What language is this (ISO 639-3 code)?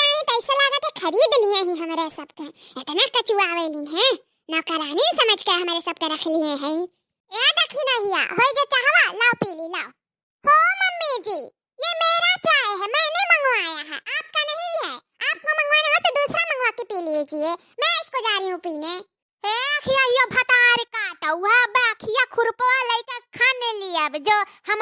awa